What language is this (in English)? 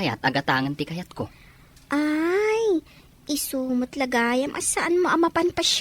Iloko